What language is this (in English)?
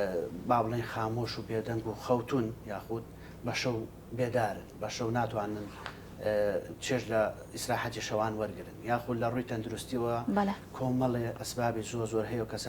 Central Kurdish